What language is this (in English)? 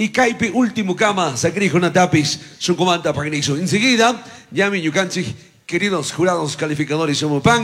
Chimborazo Highland Quichua